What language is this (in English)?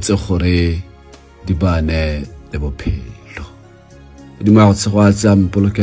Tswana